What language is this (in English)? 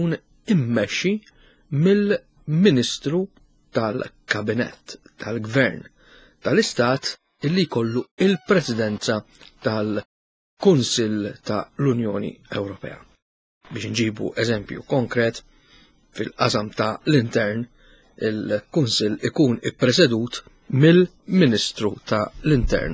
Maltese